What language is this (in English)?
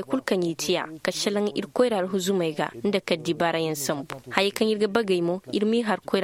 Zarma